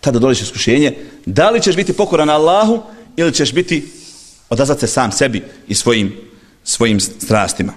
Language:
Bosnian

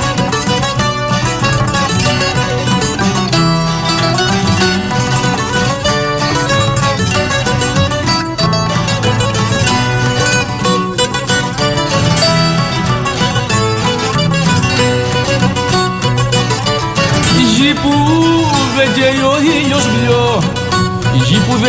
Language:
Greek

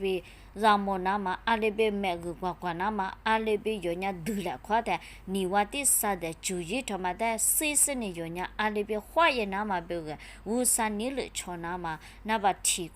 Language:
Lisu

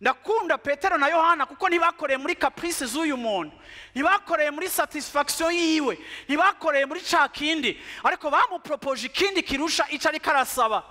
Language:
Rundi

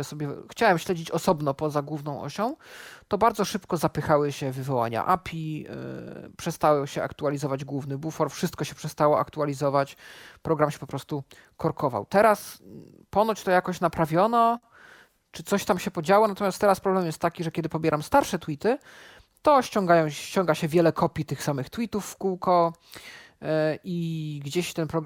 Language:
Polish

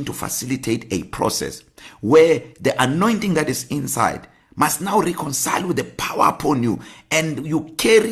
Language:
English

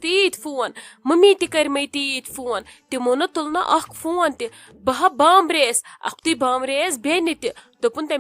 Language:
Kashmiri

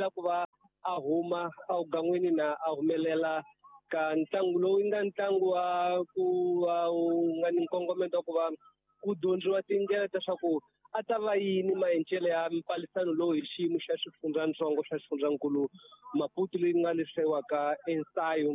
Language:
Tsonga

